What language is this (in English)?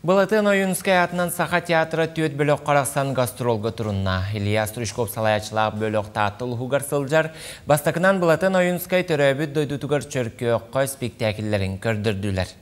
Yakut